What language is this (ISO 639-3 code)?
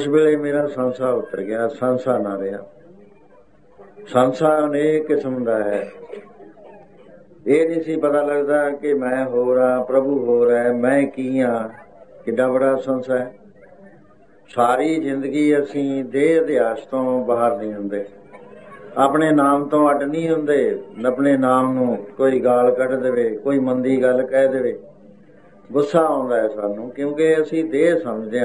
pan